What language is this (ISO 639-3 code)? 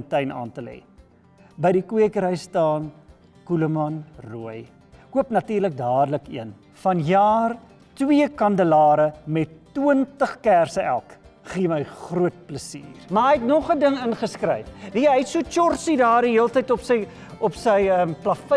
afr